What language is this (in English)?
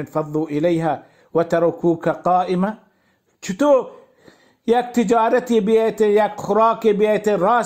Baluchi